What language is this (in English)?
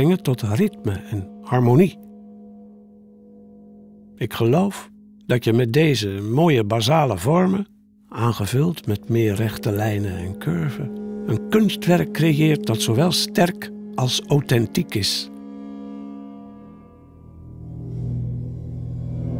Dutch